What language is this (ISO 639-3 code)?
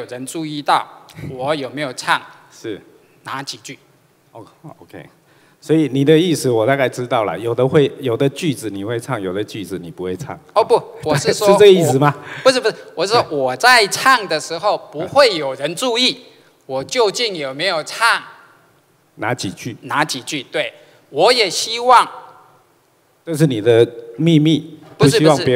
zho